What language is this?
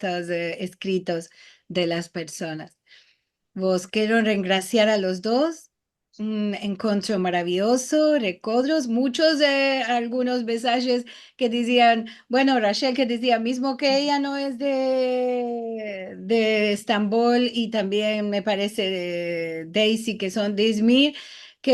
Ladino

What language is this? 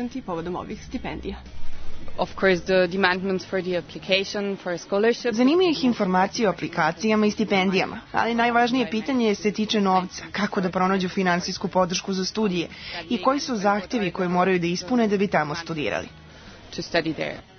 Serbian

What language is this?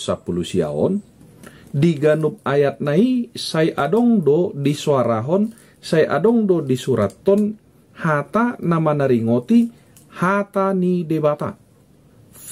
Batak Toba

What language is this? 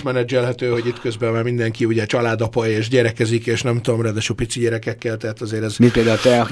Hungarian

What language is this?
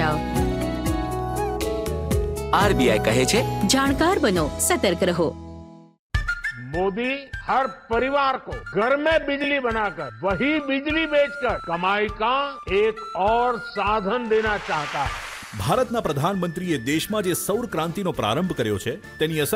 Gujarati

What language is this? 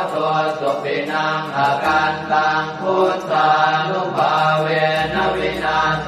Pali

